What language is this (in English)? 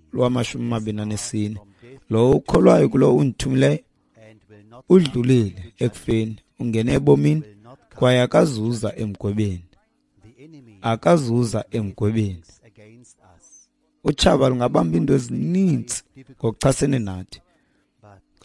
Xhosa